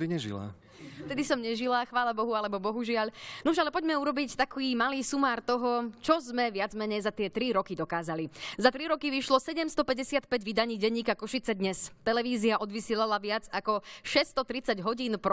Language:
Slovak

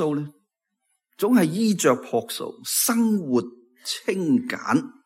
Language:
Cantonese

